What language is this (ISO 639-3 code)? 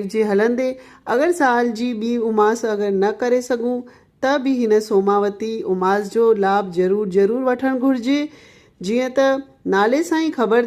snd